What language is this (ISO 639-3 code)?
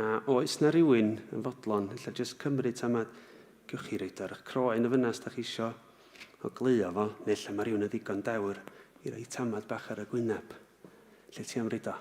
cym